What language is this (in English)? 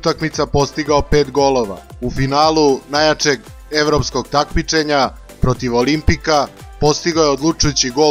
Serbian